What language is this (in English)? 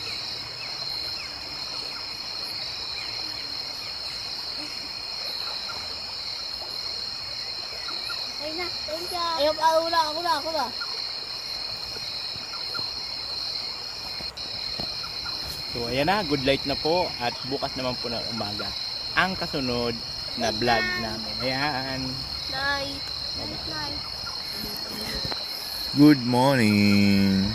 Filipino